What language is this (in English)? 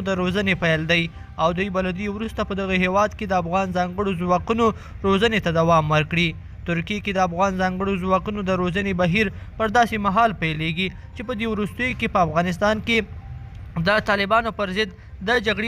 Pashto